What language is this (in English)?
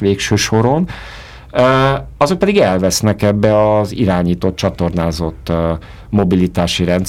Hungarian